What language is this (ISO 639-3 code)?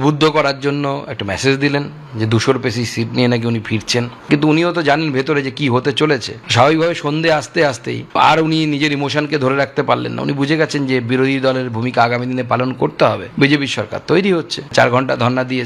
ben